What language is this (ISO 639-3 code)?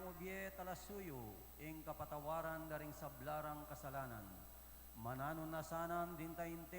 pam